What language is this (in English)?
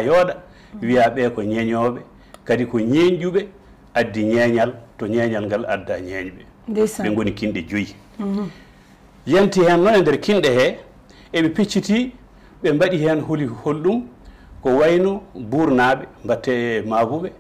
Fula